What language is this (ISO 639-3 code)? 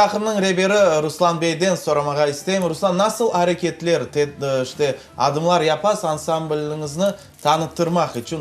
crh